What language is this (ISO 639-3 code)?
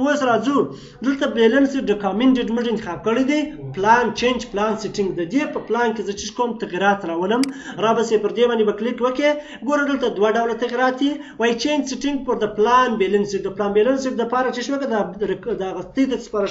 pus